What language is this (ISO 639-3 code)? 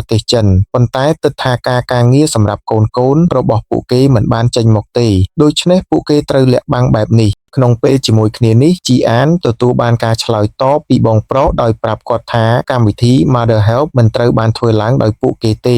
khm